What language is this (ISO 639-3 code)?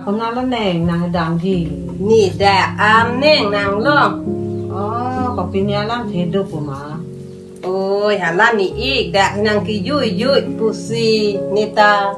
mjw